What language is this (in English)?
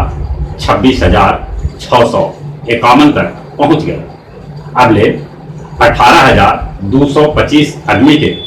Magahi